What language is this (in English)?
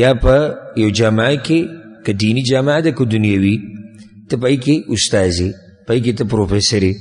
Pashto